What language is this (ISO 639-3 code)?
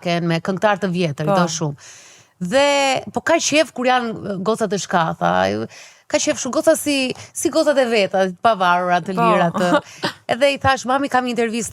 sqi